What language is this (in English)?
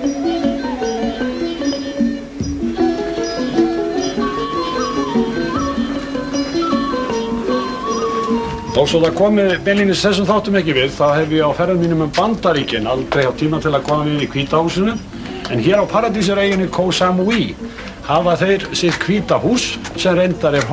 Icelandic